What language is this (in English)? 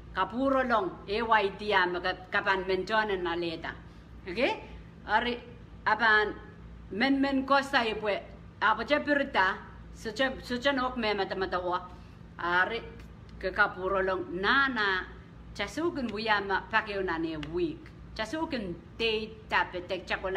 Pohnpeian